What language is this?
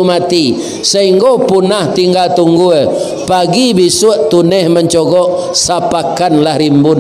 Minangkabau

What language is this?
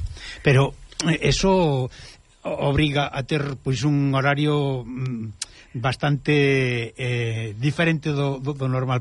Galician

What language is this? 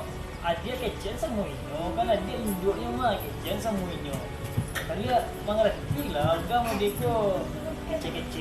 Minangkabau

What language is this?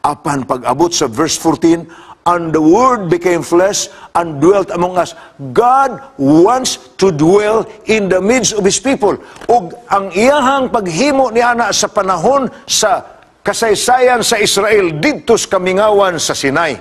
Cebuano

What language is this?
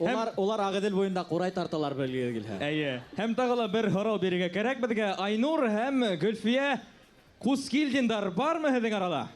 Bashkir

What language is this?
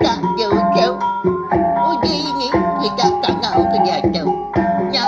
Iban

